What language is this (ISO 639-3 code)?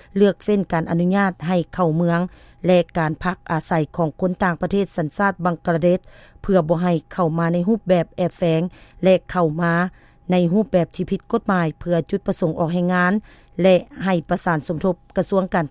lao